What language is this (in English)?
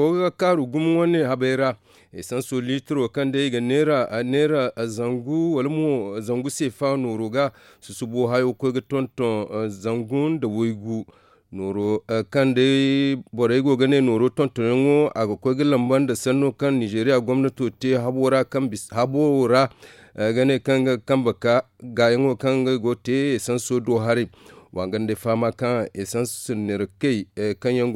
Zarma